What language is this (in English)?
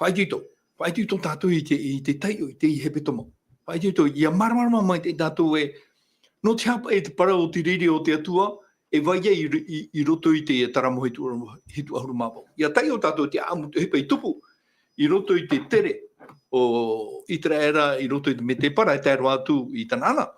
Tahitian